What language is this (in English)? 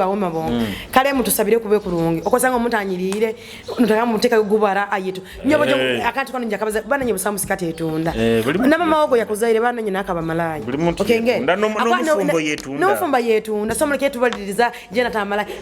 Nyoro